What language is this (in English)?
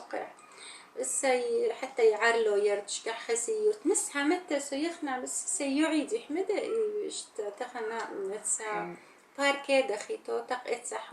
Chechen